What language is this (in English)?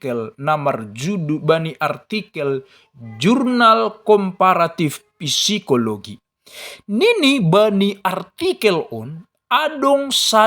Batak Simalungun